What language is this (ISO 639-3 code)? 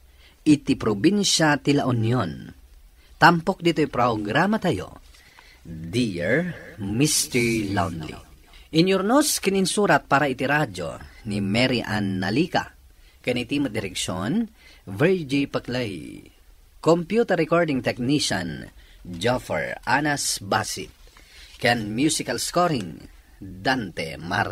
ilo